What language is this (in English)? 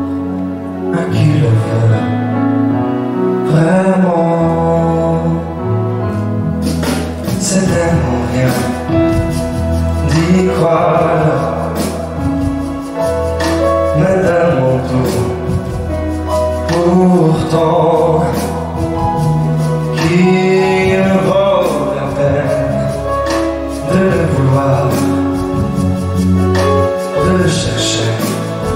French